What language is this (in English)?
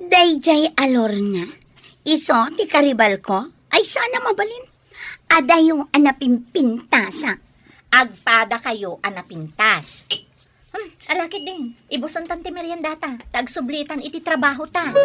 Iloko